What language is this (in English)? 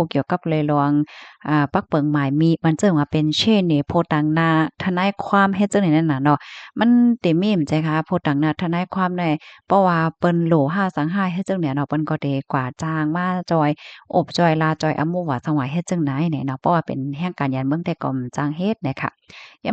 Shan